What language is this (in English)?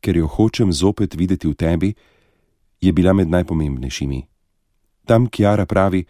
Slovenian